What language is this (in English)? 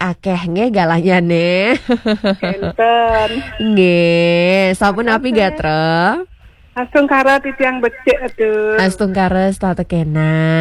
Balinese